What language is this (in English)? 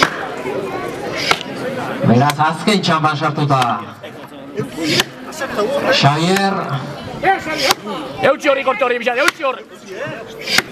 Basque